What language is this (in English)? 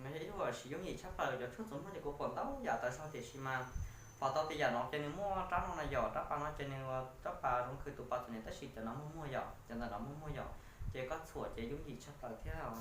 Hmong